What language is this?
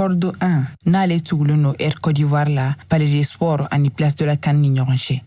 Bambara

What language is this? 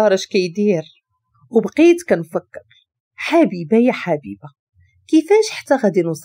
Moroccan Arabic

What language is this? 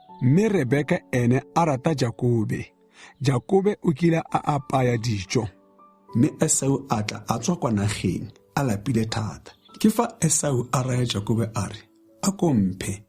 Tswana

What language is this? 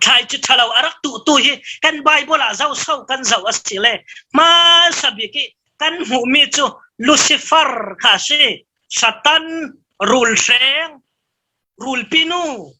Falam Chin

